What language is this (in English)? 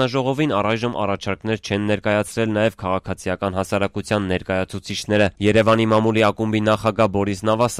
Armenian